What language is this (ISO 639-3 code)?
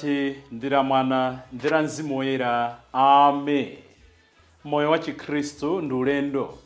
nya